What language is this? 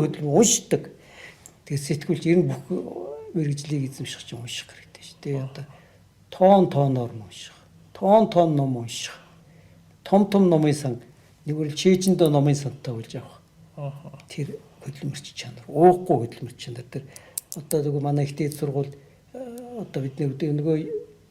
Mongolian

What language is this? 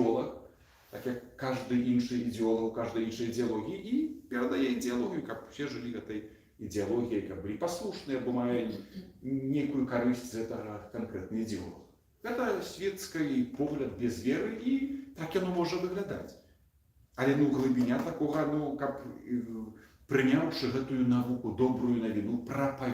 Belarusian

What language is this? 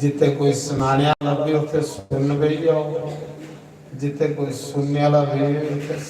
Dogri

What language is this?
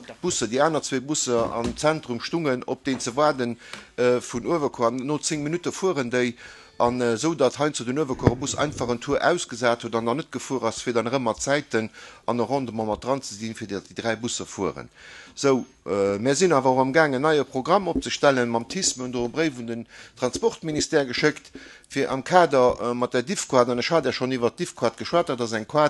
Luxembourgish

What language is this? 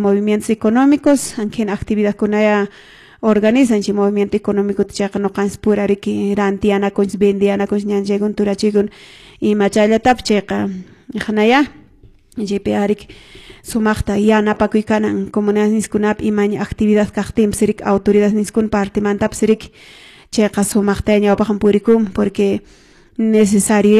Quechua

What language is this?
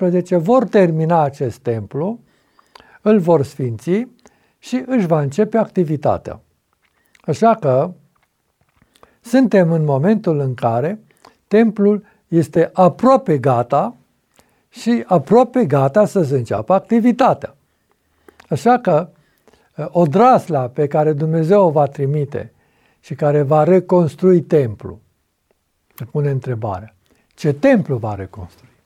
Romanian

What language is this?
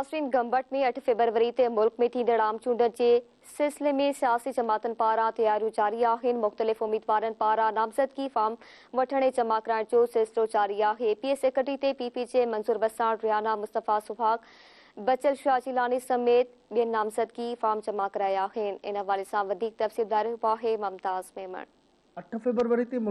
Sindhi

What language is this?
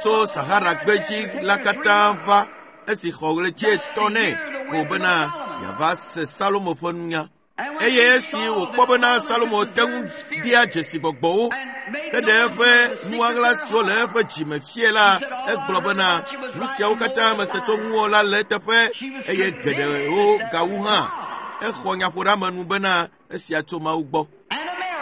Ewe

